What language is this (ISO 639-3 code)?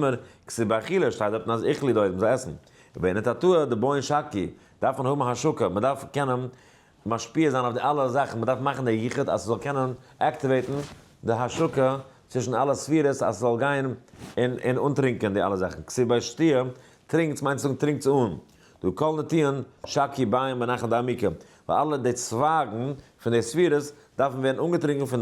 yid